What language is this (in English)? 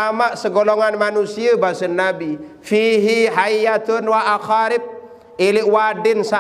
Sasak